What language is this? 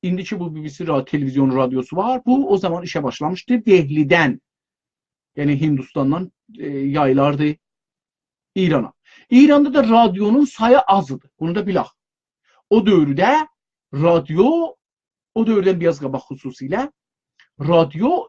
South Azerbaijani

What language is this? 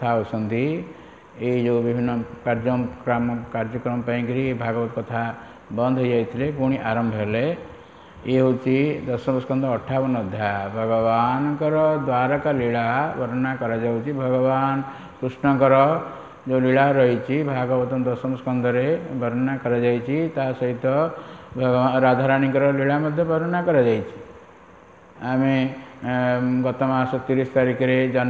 Odia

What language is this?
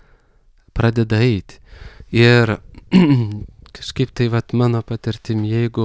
Lithuanian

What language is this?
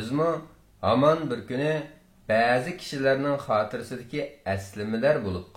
Uyghur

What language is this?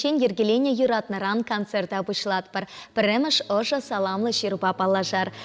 Chuvash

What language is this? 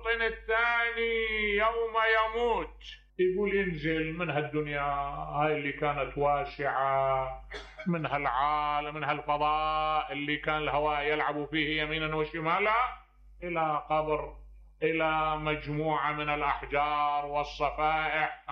Mesopotamian Arabic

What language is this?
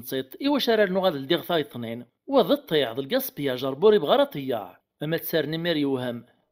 Kabyle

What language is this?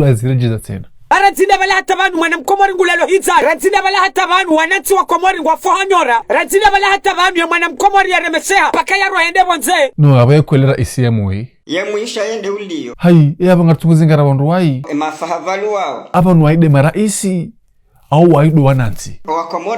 Ngazidja Comorian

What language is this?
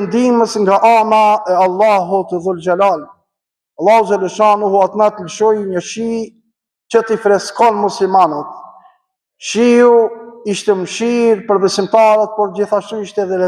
Albanian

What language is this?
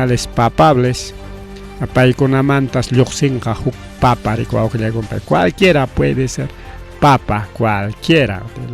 Ayacucho Quechua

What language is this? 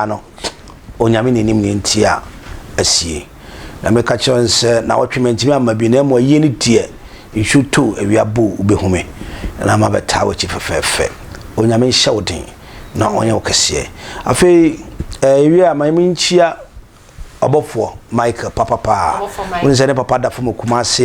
Akan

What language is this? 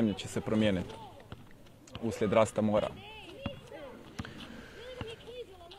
Croatian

